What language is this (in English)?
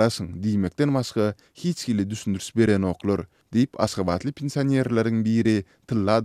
Turkmen